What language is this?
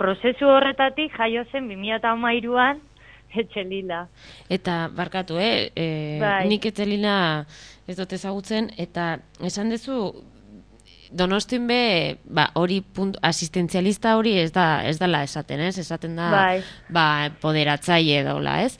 Basque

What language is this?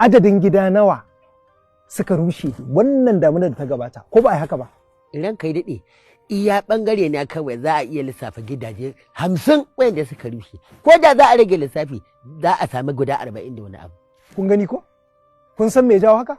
Hausa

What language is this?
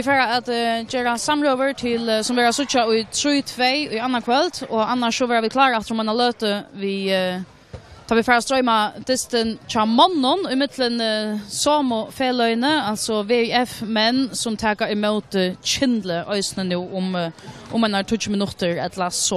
Faroese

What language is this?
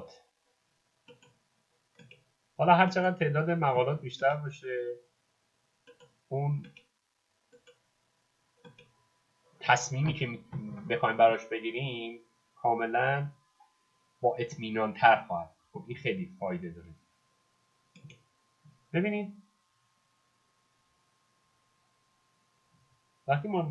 Persian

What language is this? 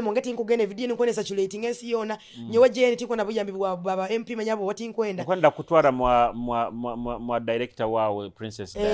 Nyoro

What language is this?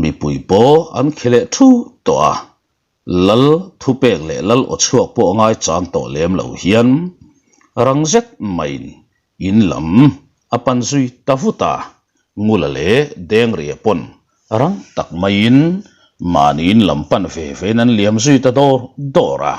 Mizo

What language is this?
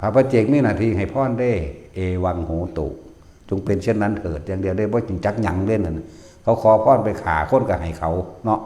Northeastern Thai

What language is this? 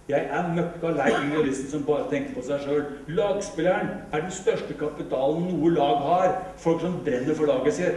Norwegian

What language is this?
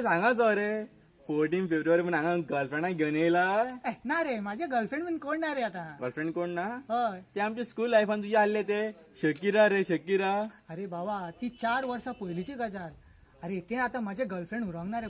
Konkani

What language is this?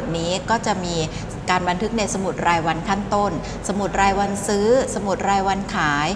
Thai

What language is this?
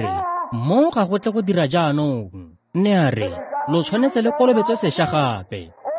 Tswana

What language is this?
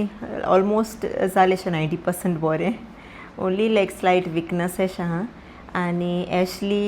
Konkani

